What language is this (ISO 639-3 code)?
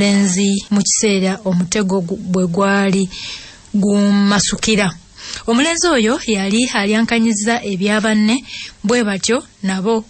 lug